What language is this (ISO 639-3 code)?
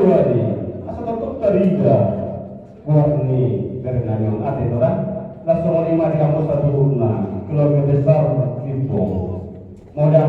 bbc